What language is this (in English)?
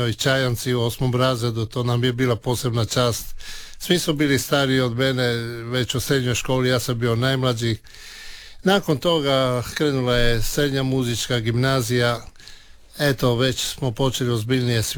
Croatian